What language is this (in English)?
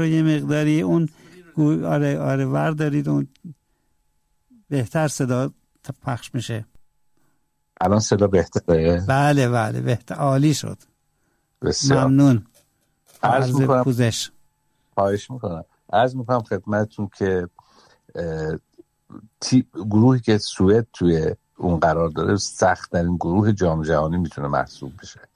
Persian